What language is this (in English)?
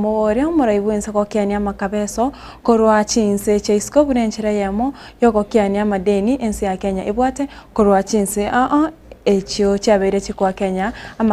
Gusii